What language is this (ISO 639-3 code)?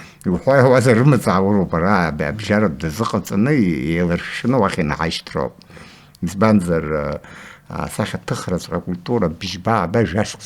abk